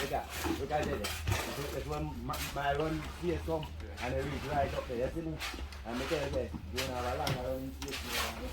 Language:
Jamaican Creole English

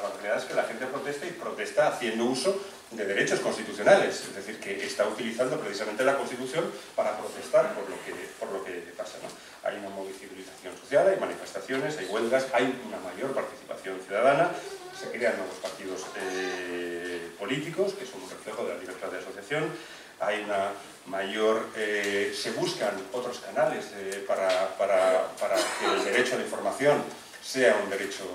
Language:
Spanish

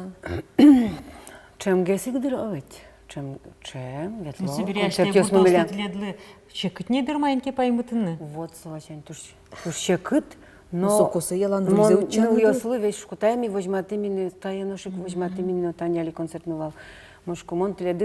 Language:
Udmurt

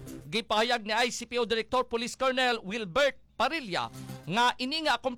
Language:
Hiligaynon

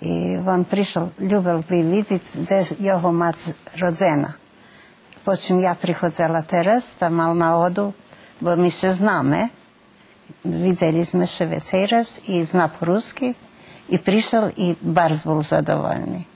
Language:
Rusyn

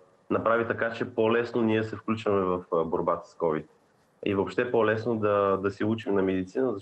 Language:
Bulgarian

